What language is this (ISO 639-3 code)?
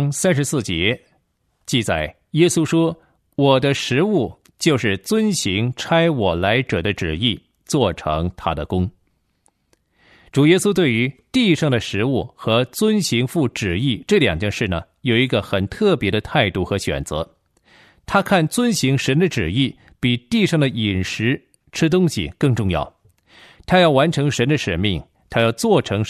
zho